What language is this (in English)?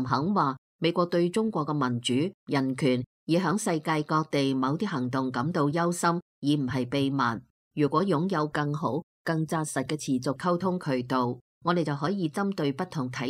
Cantonese